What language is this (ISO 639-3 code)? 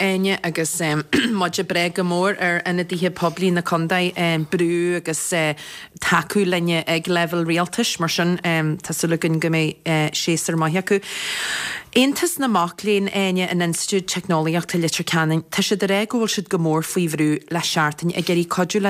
gle